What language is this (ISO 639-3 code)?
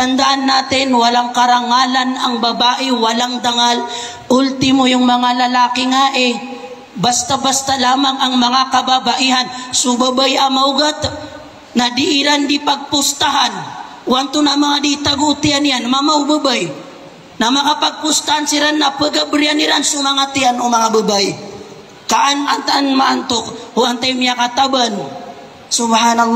mrw